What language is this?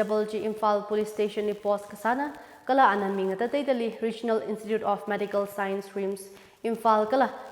Tangkhul Naga (India)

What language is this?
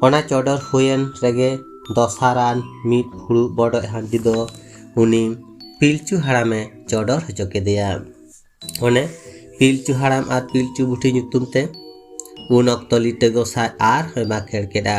Santali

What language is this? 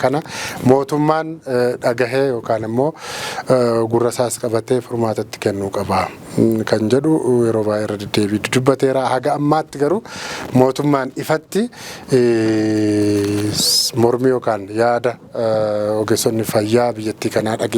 Oromo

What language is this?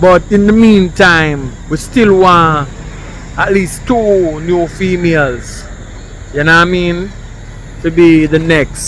Jamaican Creole English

